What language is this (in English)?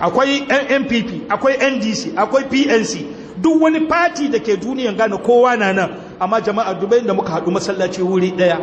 Hausa